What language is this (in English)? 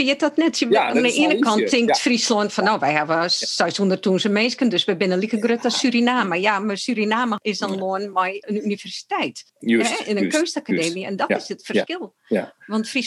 Western Frisian